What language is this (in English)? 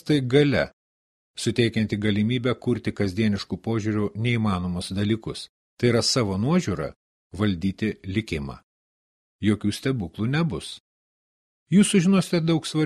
Lithuanian